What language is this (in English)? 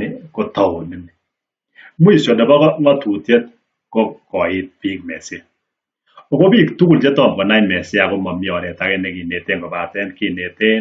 Kalenjin